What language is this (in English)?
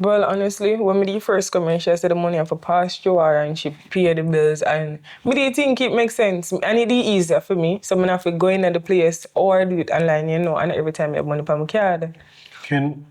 Jamaican Creole English